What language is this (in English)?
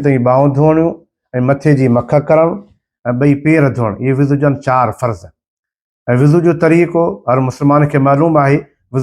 Sindhi